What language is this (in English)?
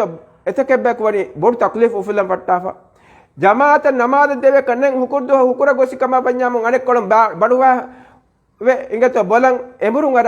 Divehi